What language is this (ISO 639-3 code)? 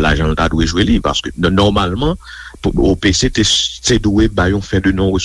hat